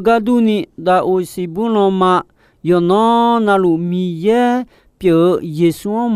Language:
Akha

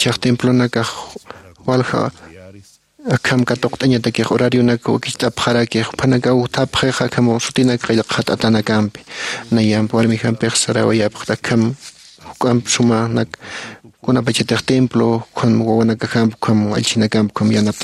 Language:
Aymara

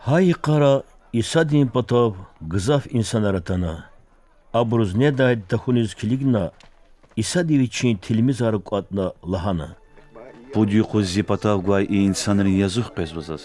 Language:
Lezghian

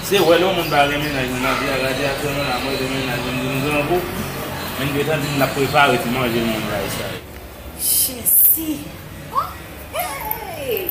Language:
Haitian Creole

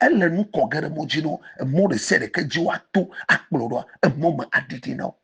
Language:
Ewe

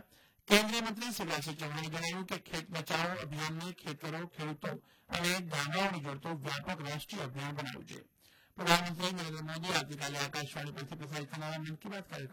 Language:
Gujarati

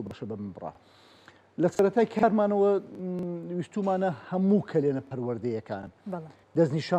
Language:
Central Kurdish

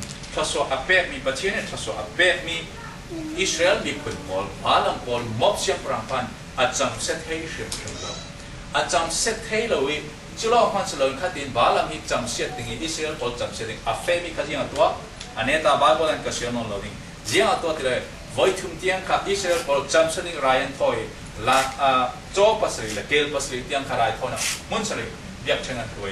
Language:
Falam Chin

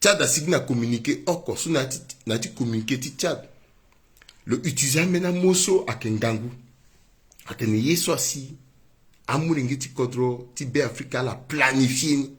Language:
Sango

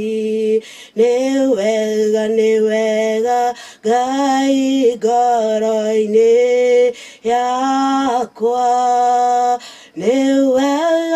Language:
Kikuyu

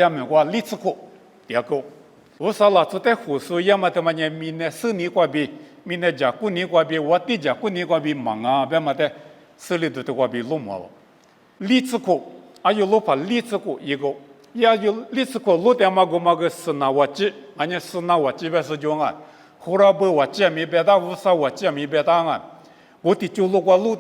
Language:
Lisu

